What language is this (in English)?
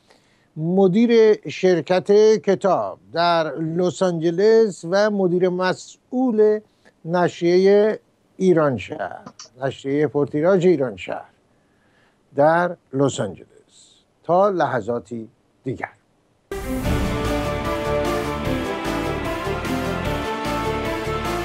Persian